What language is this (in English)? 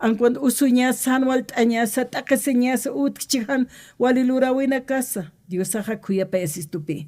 Aymara